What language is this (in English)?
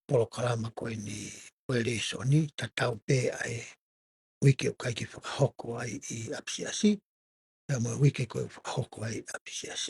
Tongan